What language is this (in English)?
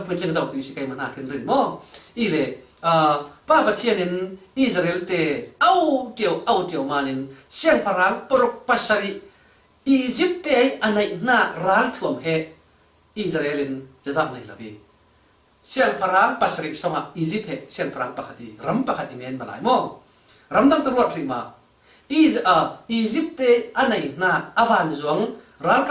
Falam Chin